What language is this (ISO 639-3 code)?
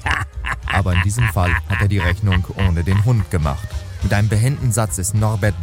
deu